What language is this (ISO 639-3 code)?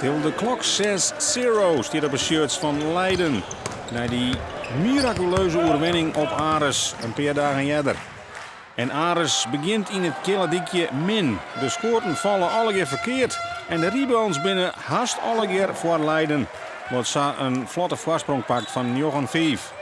fry